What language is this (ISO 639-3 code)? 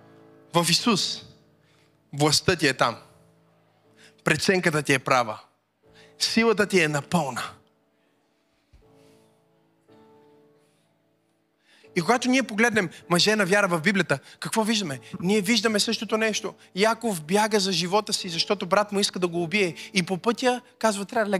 bul